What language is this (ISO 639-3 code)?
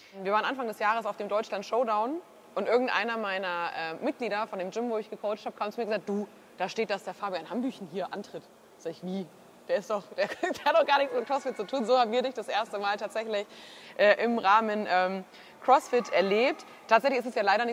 deu